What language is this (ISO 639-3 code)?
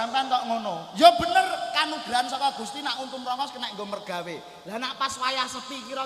jav